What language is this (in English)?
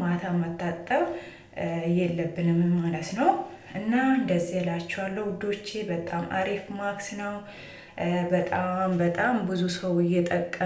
Amharic